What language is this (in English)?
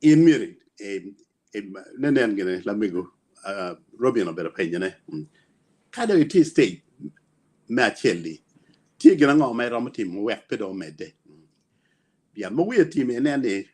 Acoli